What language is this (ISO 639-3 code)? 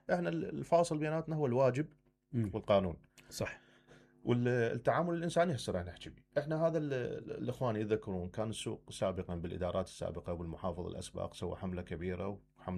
acm